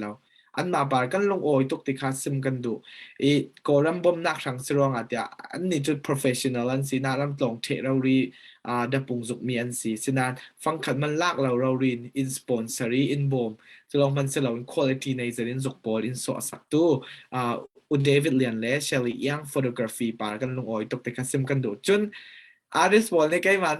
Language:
Falam Chin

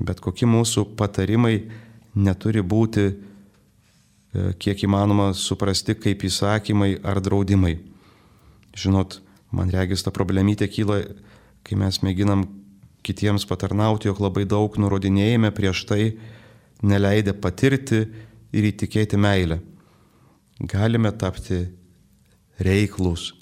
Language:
Lithuanian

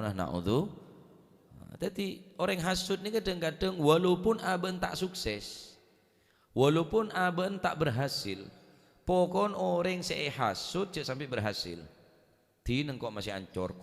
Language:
Madurese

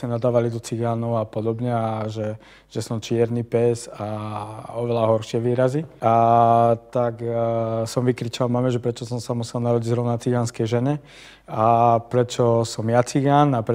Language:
Slovak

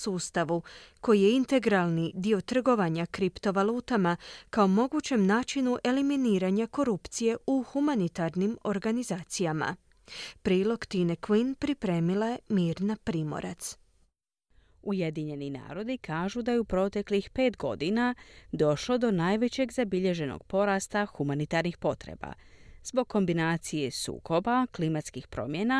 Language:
Croatian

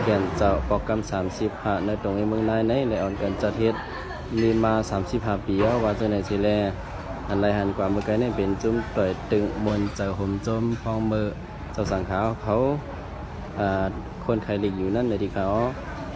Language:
Shan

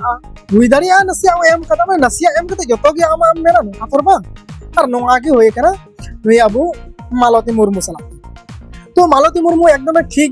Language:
Santali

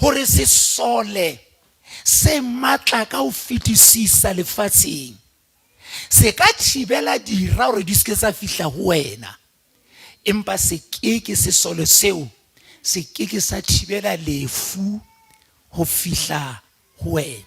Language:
Southern Sotho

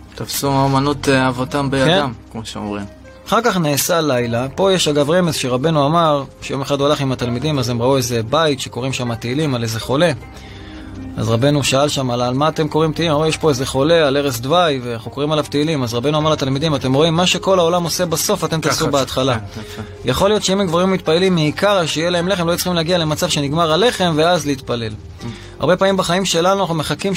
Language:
Hebrew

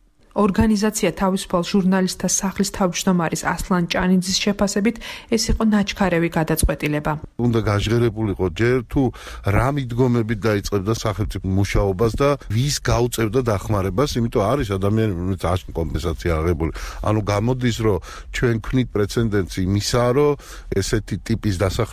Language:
Georgian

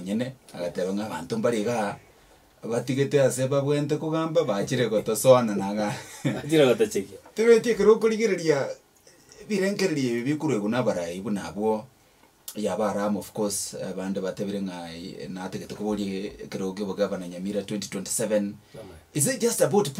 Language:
Gusii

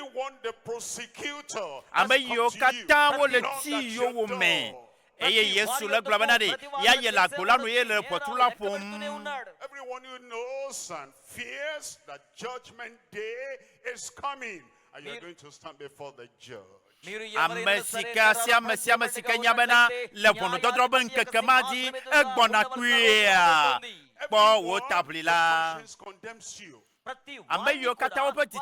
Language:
Ewe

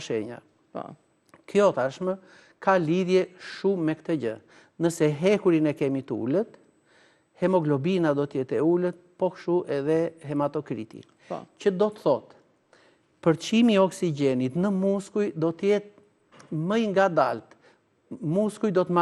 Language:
Albanian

